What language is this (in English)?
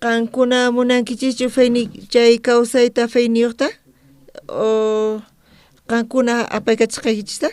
South Bolivian Quechua